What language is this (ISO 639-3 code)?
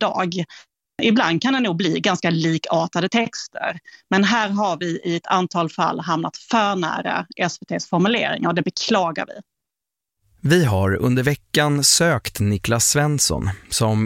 swe